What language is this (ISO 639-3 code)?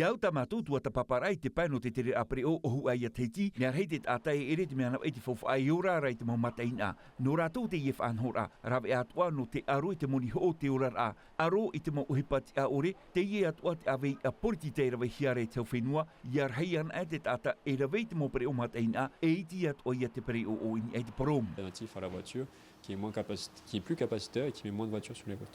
tah